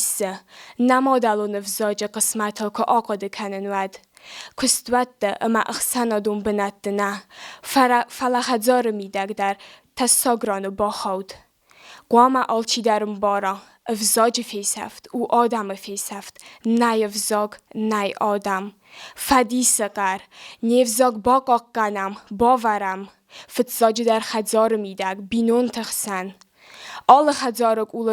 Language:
Ossetic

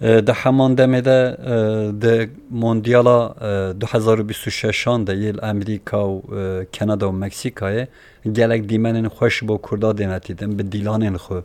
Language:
Kurdish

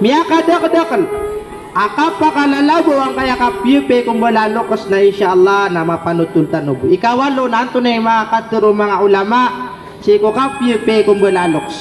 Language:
Maranao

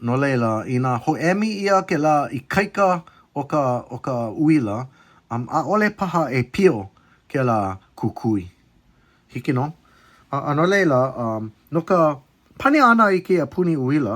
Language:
Hawaiian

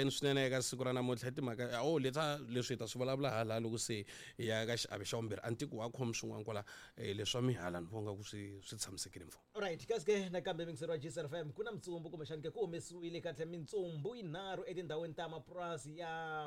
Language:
Tsonga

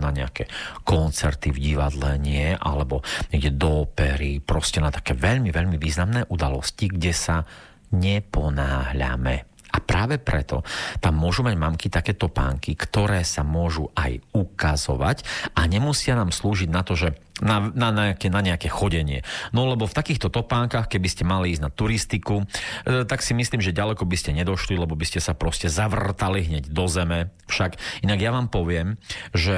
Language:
Slovak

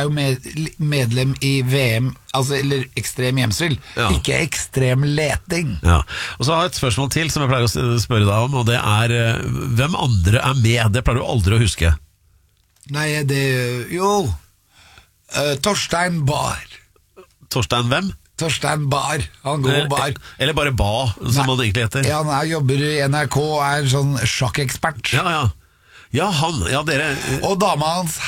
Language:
Norwegian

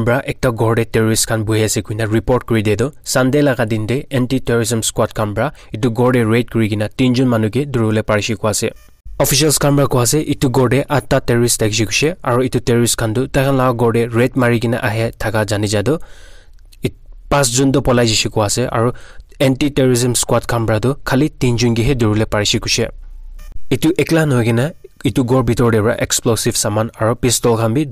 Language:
Naga Pidgin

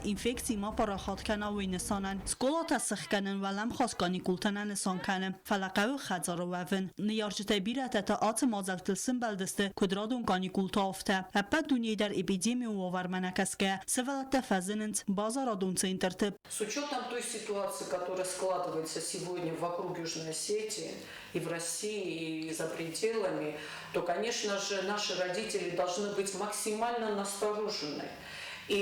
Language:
Ossetic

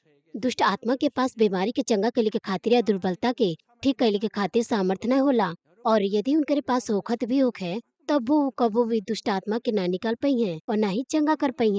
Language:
Bhojpuri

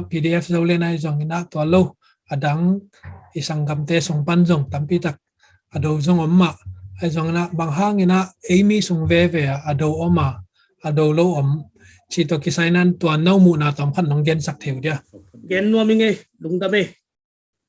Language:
Tedim Chin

